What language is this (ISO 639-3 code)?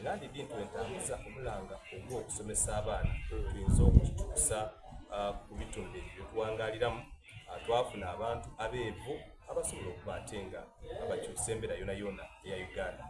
xog